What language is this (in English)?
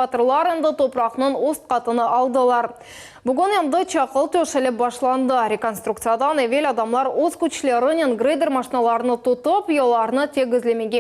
Crimean Tatar